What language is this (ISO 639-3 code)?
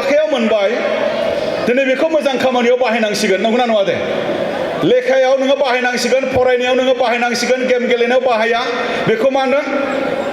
brx